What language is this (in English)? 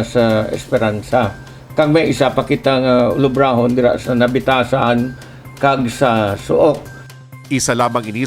Hiligaynon